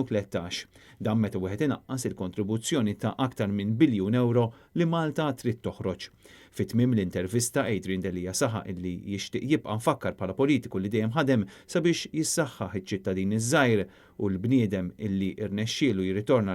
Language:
Maltese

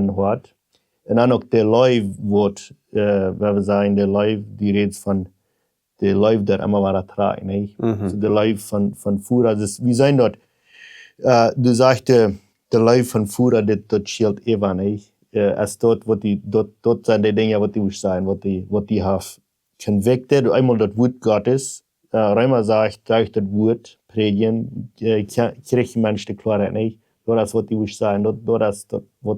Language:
Plautdietsch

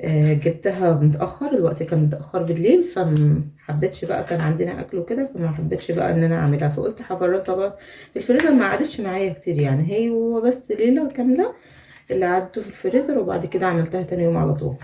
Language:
Egyptian Arabic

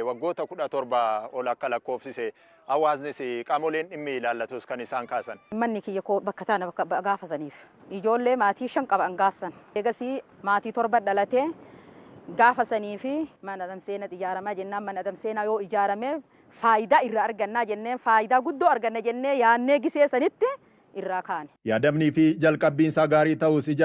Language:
Oromo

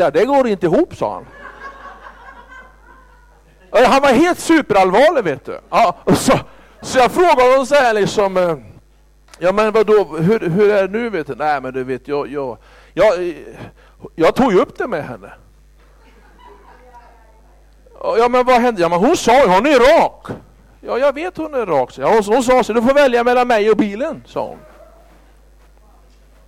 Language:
Swedish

